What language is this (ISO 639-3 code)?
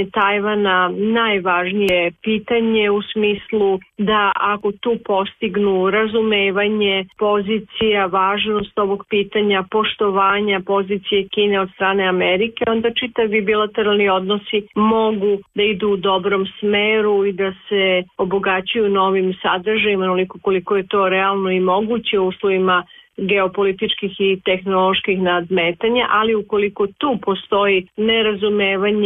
srp